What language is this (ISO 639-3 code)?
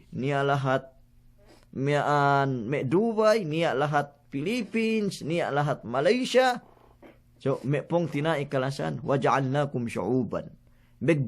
yka